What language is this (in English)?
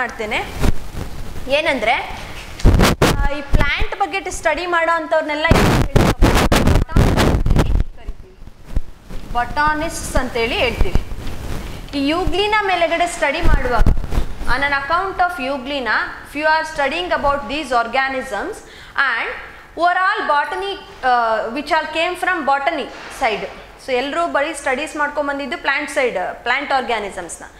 Kannada